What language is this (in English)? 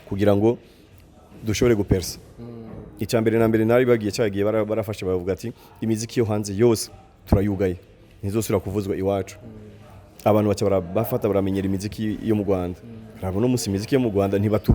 Rundi